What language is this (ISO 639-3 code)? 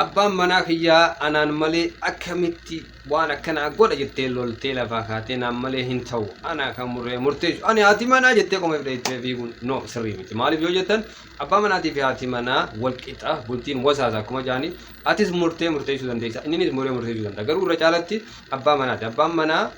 orm